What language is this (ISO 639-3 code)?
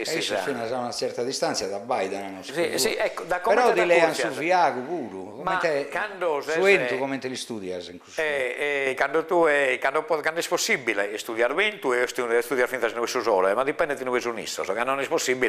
srd